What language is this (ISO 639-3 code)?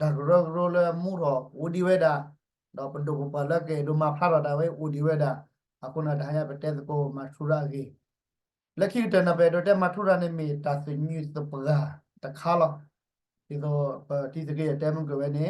ksw